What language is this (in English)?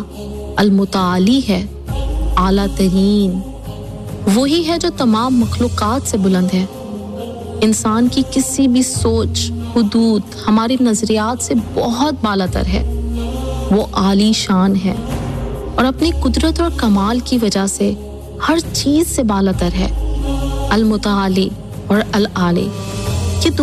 Urdu